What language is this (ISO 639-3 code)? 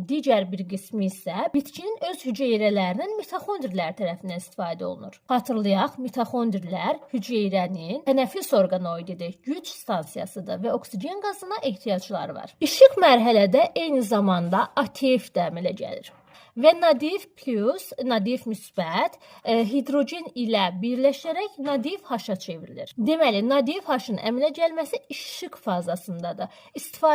aze